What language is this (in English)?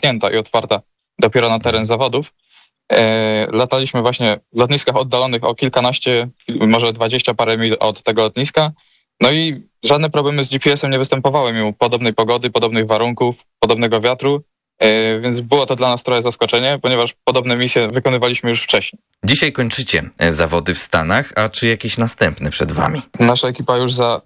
Polish